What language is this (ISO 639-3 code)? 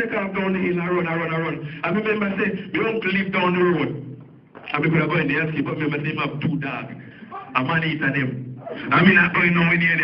jam